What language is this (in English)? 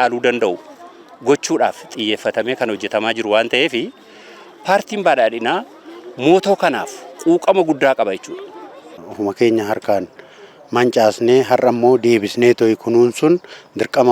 Oromo